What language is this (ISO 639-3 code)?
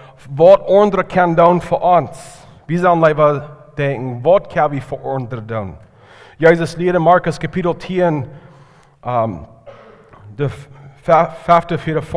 pdt